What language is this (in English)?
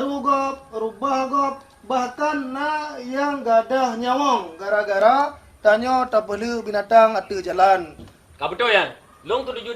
Achinese